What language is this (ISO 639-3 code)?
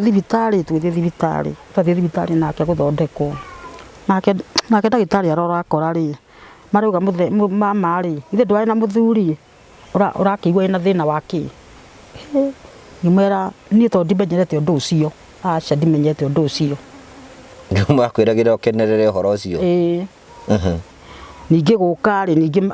kik